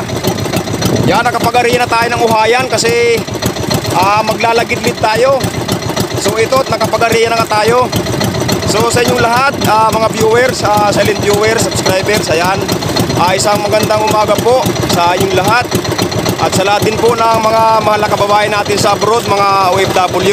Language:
Filipino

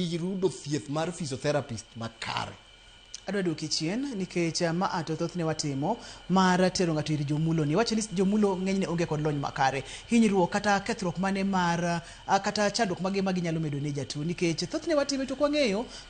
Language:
Luo (Kenya and Tanzania)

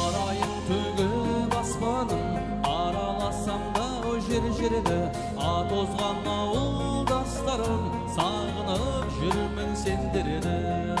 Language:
Kara-Kalpak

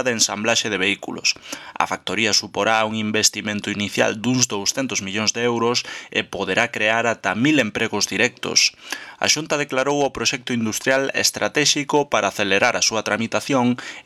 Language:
Galician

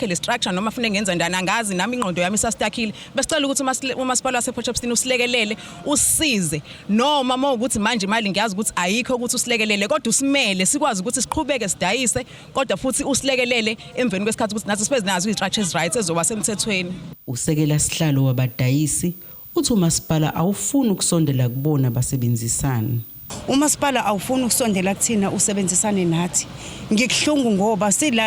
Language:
Zulu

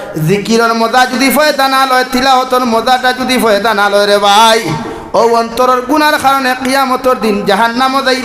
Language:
Sylheti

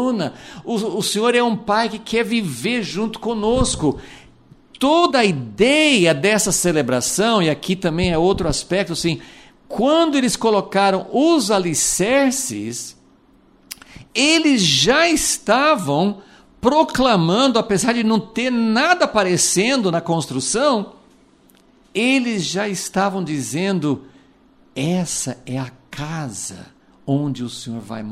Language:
Portuguese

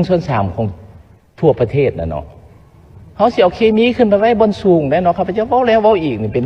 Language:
Lao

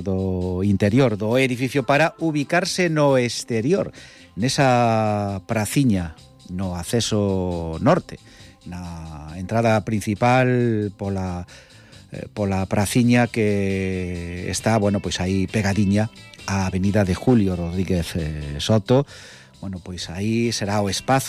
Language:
Galician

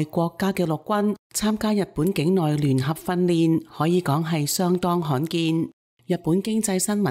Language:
Cantonese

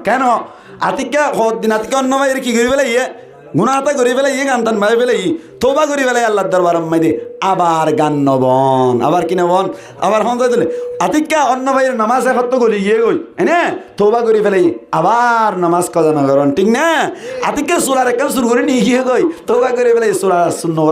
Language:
Rohingya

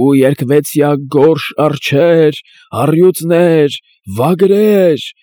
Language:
Armenian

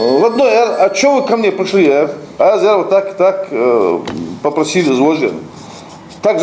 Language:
Ingush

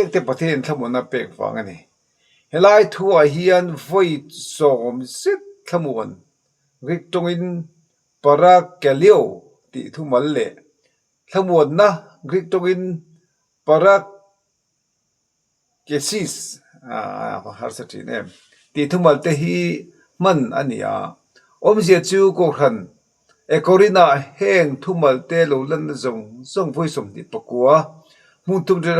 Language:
Mizo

